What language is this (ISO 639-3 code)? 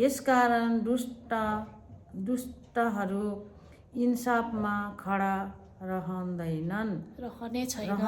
nep